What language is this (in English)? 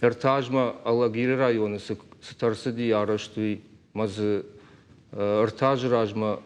Ossetic